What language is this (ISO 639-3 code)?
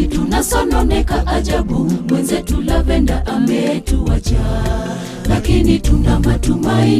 swa